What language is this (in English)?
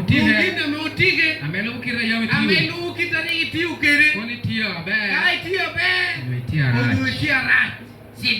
Acoli